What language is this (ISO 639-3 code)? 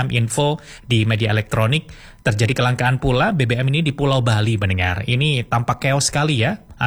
ind